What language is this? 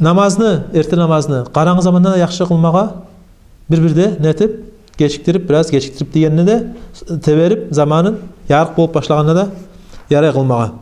Kumyk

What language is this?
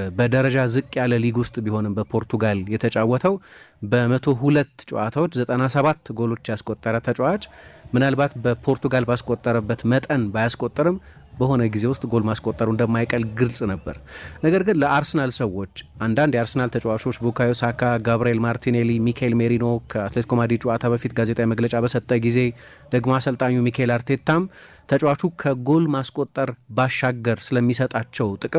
Amharic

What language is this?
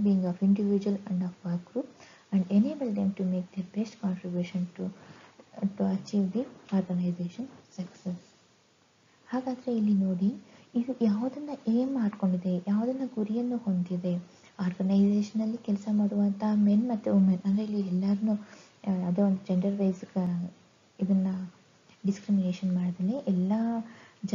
Kannada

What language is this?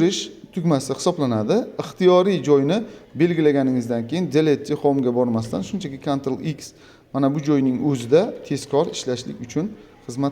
Uzbek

